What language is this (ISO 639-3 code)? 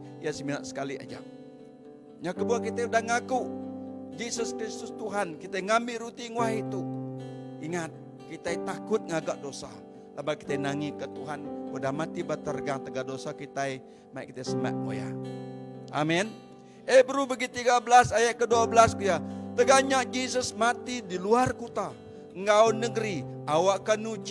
iba